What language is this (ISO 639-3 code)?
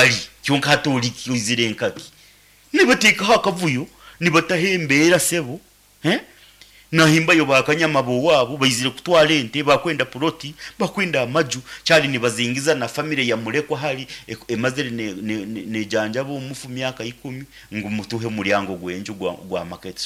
nyn